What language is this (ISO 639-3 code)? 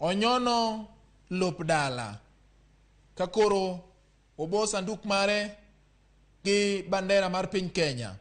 luo